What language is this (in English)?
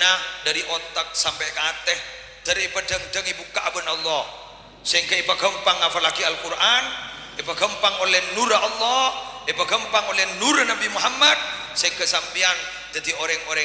Madurese